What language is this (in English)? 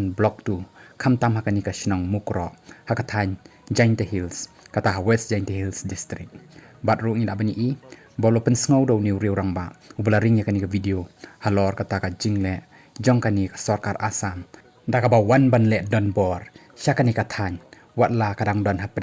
Khasi